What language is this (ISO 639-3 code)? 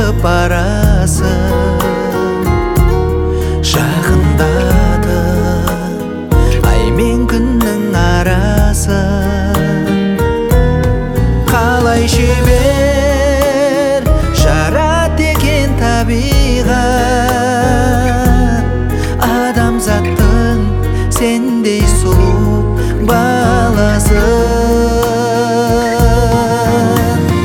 kaz